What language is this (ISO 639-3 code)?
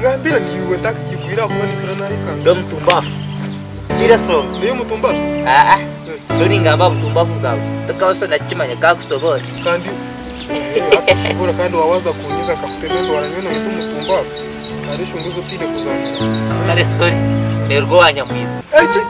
nyn